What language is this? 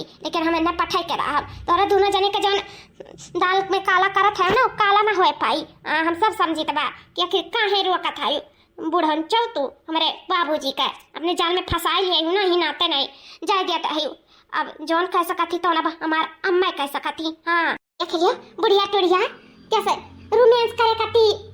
Awadhi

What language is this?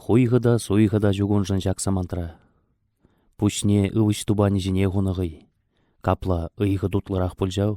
Chuvash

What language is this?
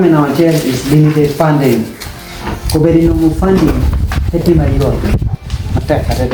Acoli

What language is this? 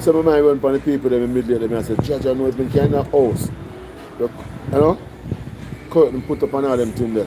Jamaican Creole English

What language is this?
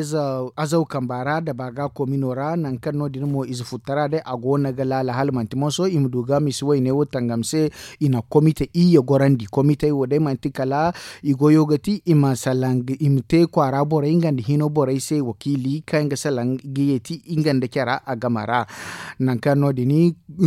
Zarma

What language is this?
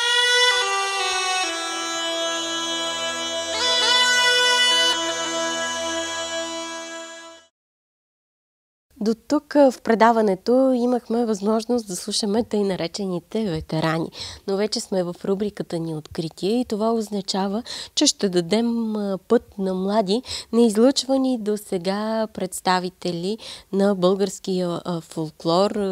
Bulgarian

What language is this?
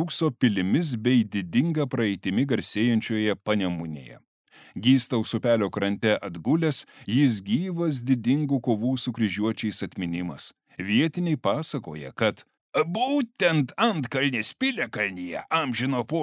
Lithuanian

